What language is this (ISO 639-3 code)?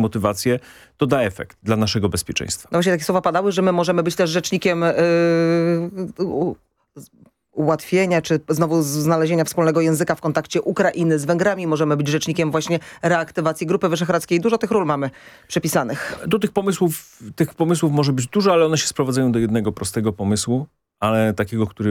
pol